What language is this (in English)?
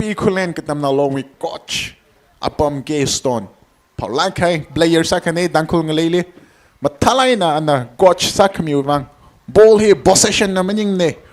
Tangkhul Naga (India)